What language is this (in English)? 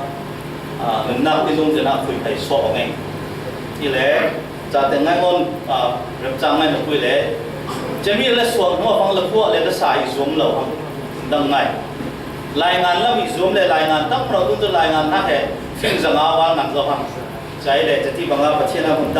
Falam Chin